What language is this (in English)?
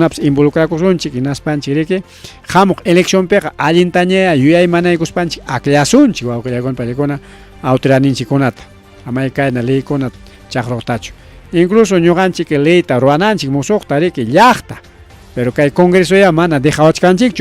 Ayacucho Quechua